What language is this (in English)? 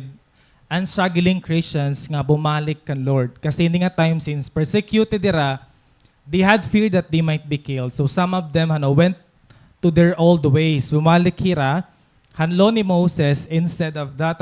Waray